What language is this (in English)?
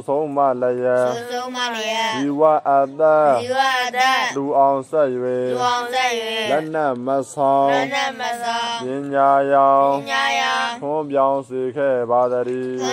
Burmese